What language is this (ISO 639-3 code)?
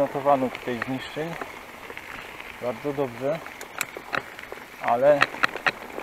pol